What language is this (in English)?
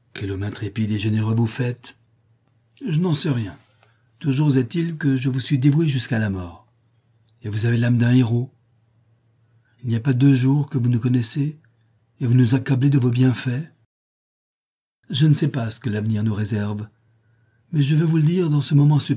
French